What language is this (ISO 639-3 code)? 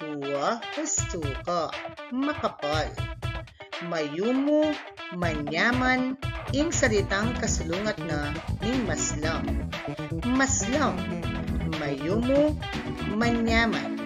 pam